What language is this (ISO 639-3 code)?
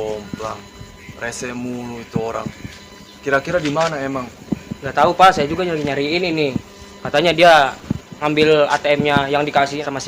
bew